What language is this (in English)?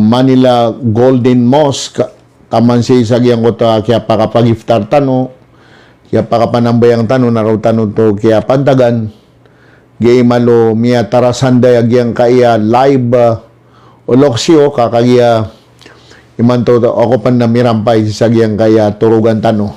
Maranao